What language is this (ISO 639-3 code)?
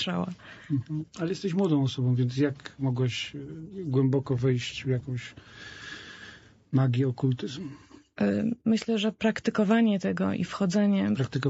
pol